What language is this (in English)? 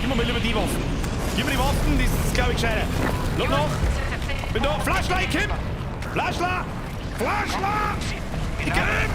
Bavarian